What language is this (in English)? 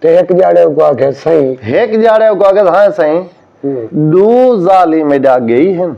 Saraiki